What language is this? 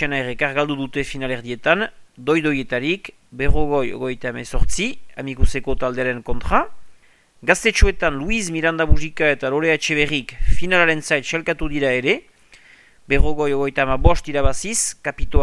Basque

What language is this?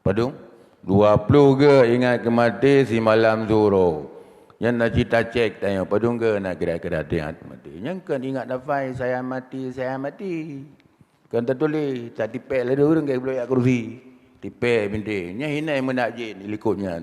Achinese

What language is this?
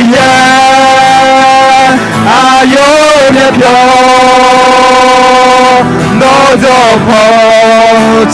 Akha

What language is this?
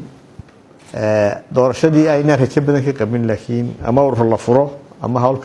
Somali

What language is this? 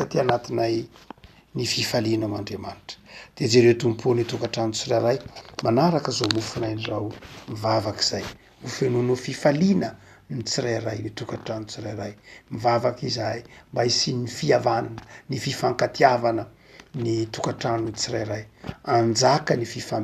Malagasy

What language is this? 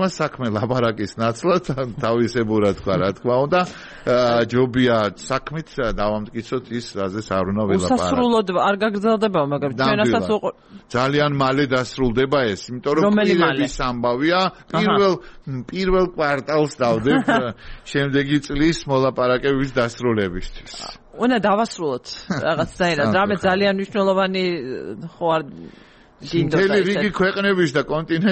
Georgian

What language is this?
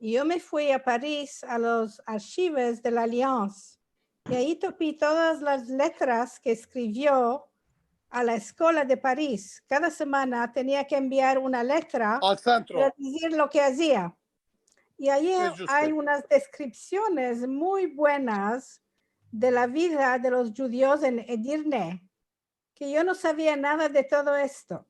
Ladino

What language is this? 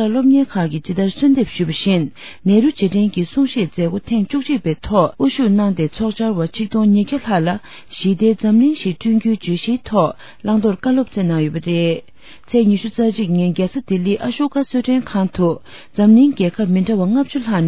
Tibetan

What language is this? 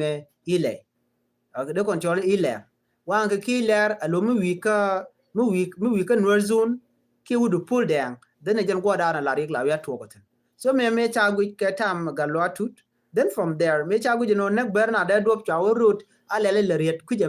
Nuer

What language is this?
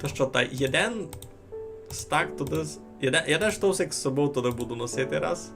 Rusyn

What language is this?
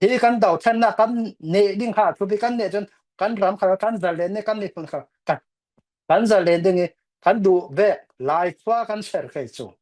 Falam Chin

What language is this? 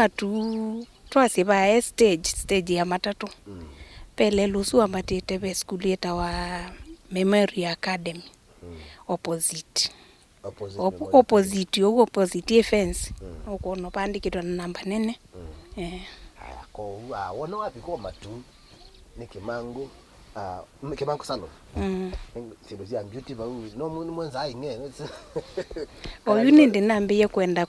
Kamba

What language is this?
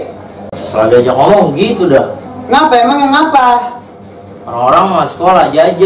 Betawi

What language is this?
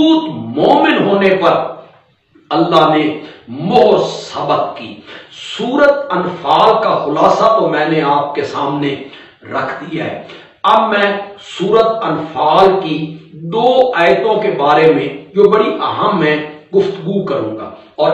Urdu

